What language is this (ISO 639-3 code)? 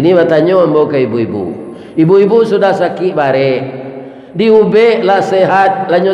min